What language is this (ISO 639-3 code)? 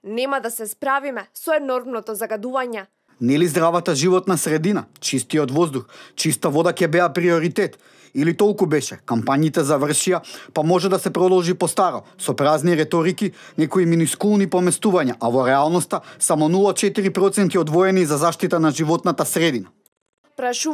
mkd